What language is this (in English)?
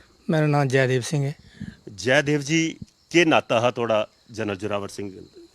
Dogri